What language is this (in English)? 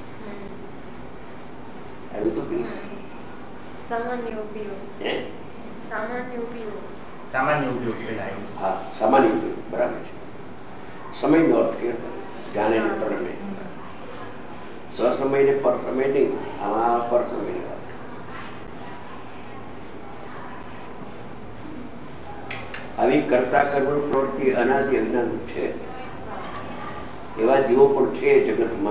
Gujarati